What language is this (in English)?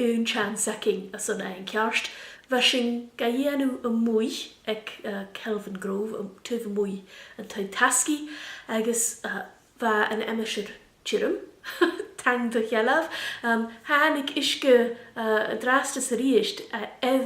Scottish Gaelic